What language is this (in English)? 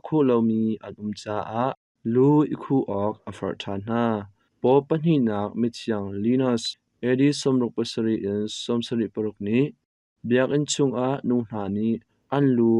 Hakha Chin